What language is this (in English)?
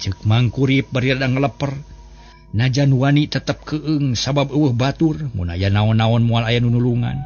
Sundanese